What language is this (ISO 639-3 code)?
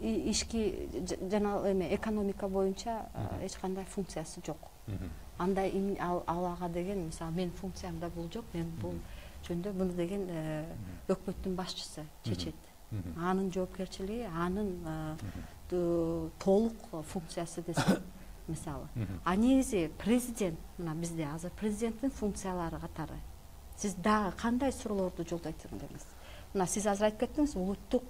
kir